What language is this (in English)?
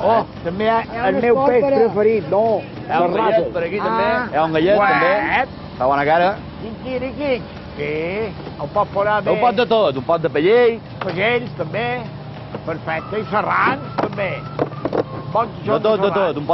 Catalan